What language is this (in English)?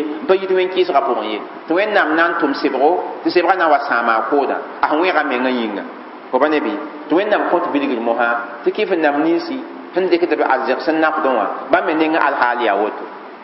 Mossi